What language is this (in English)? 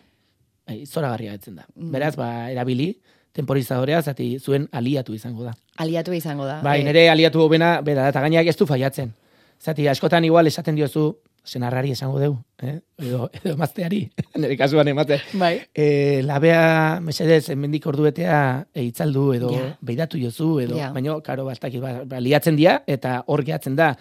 Basque